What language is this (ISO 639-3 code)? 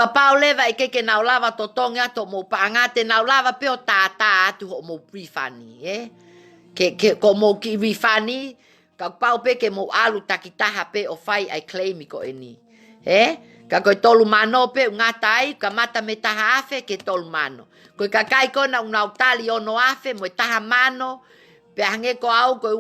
ton